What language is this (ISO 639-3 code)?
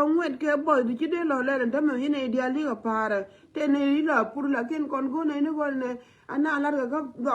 nus